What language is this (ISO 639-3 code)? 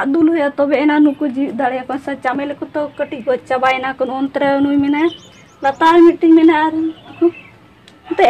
sat